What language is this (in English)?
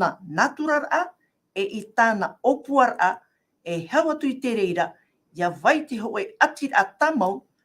Tahitian